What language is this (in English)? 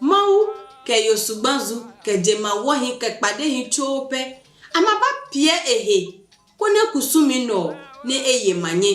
Adangme